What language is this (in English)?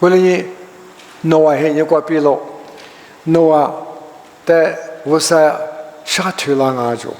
Lisu